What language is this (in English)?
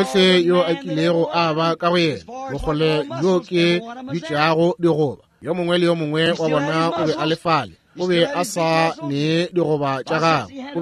Northern Sotho